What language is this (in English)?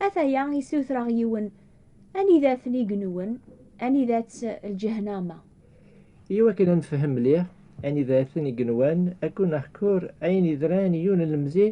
Kabyle